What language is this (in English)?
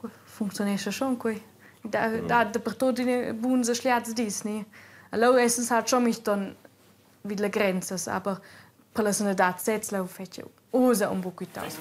Romansh